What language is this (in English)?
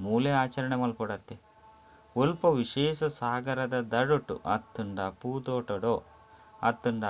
Tulu